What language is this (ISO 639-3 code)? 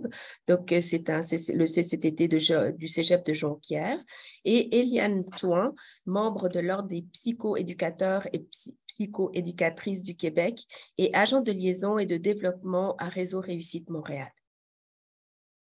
fra